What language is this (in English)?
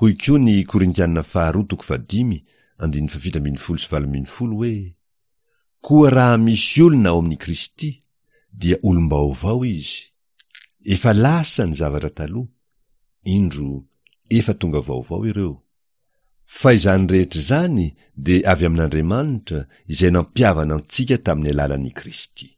Malagasy